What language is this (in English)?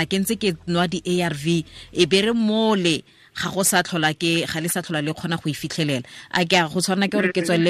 Tswana